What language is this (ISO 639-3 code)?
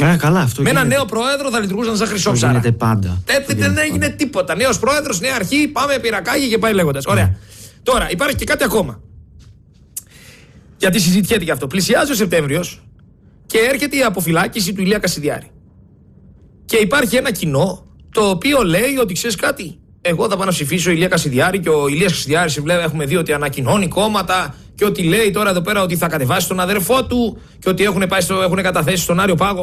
ell